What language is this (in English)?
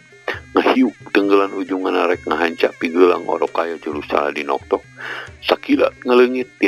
Sundanese